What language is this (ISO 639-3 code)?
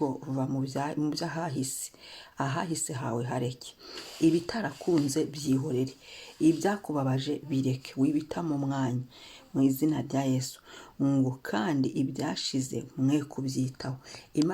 kin